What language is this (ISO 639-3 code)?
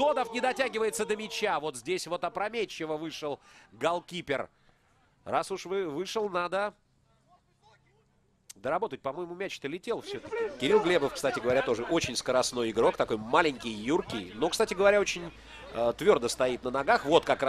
rus